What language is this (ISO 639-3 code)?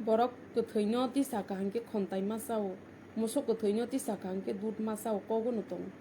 trp